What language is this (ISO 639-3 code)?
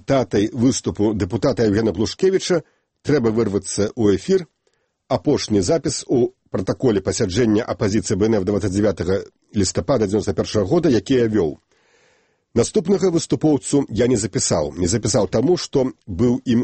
bel